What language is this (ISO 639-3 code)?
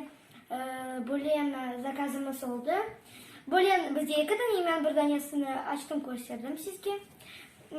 crh